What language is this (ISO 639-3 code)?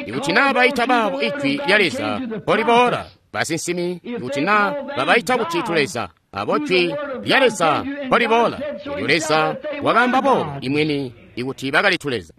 toi